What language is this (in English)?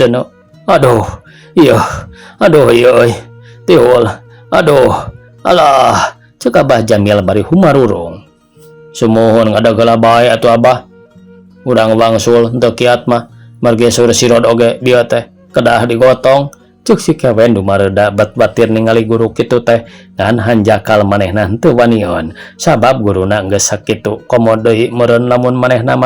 Sundanese